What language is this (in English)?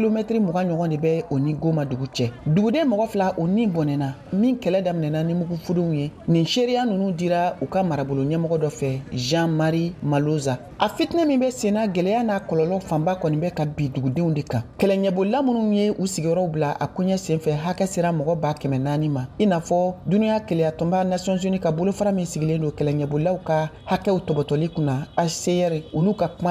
Bambara